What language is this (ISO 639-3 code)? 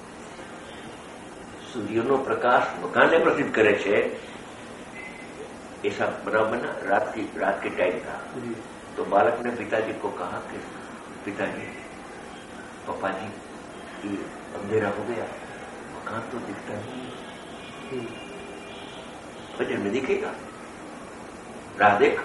guj